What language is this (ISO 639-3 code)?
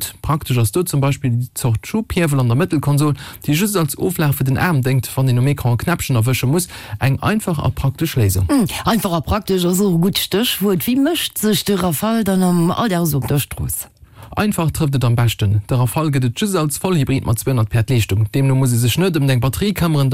ltz